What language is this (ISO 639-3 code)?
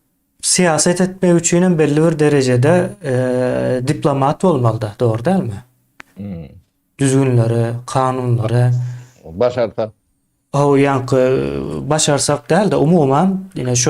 tuk